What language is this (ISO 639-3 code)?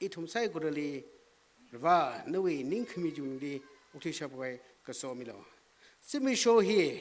nmf